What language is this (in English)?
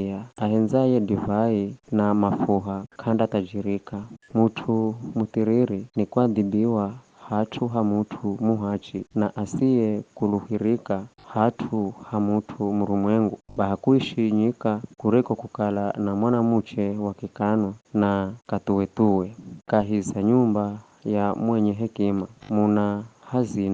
Giryama